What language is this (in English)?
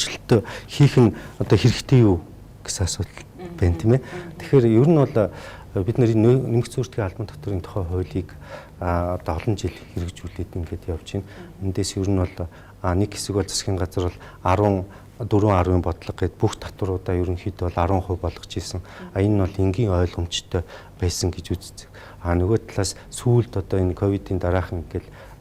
Mongolian